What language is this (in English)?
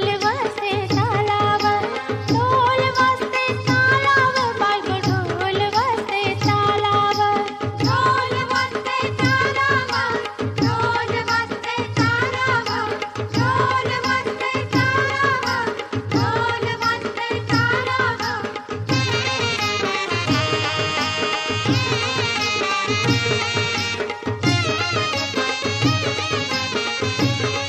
Marathi